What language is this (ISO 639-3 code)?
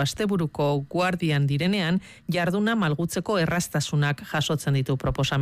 eus